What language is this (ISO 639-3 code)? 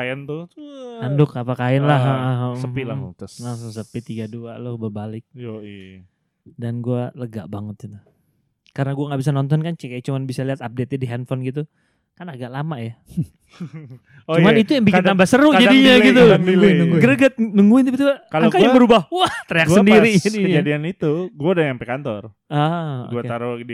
ind